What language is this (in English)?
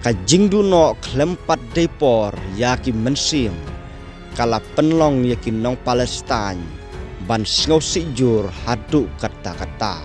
Khasi